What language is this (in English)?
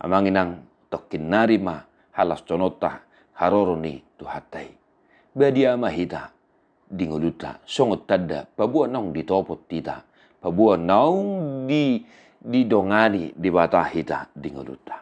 Batak Toba